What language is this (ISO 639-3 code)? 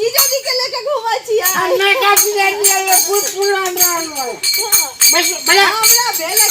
mai